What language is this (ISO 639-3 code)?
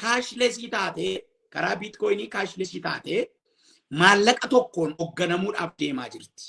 orm